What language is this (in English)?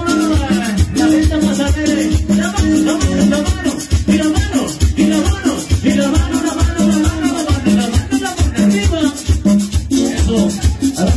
Spanish